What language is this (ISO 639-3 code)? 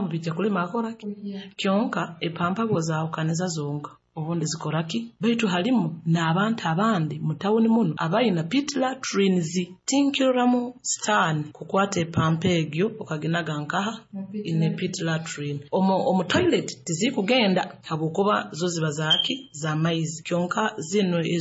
nyo